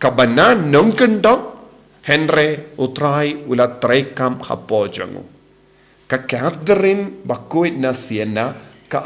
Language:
Khasi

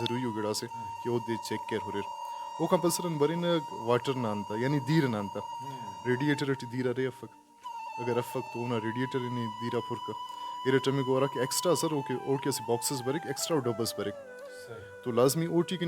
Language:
Brahui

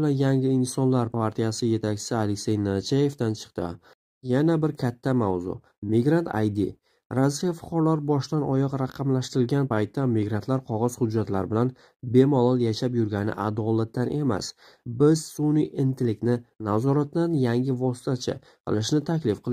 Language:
Uzbek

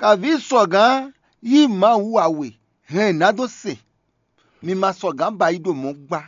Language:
Fon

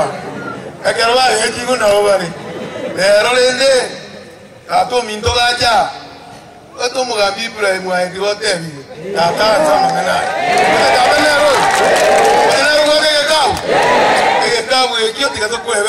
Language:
Gusii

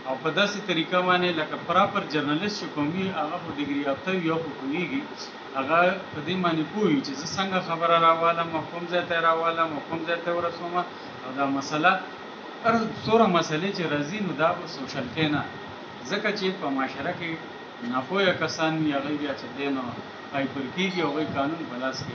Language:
Pashto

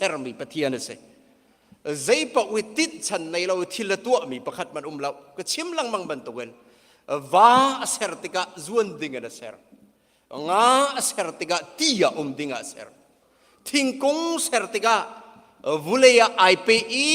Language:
Hakha Chin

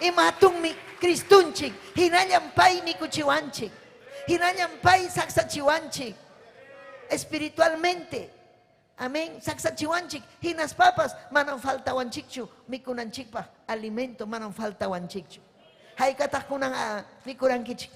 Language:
Ayacucho Quechua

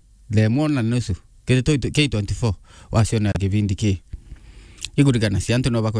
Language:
Meru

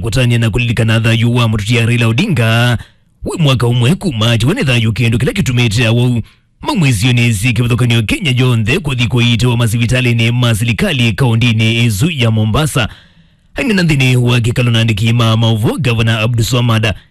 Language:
Kamba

